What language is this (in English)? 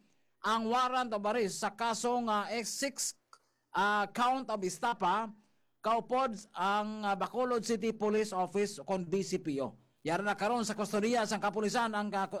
Hiligaynon